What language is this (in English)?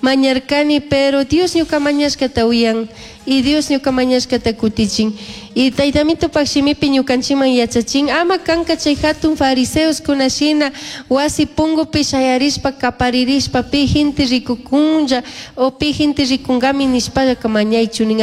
Chimborazo Highland Quichua